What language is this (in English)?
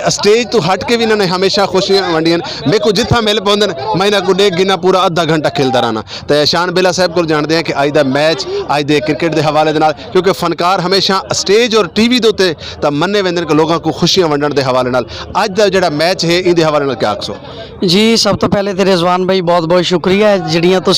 Saraiki